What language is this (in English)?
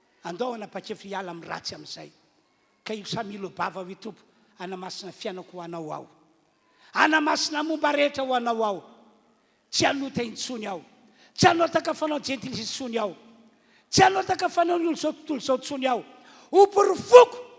Malagasy